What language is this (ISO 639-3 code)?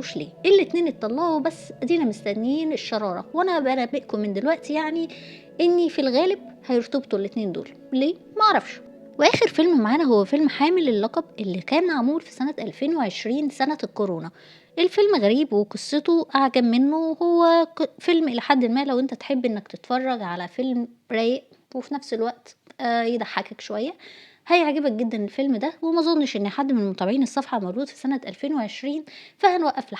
arz